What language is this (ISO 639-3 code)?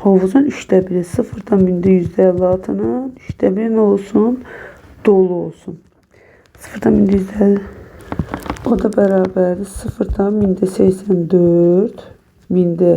aze